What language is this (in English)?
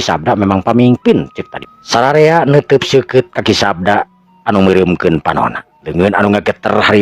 Sundanese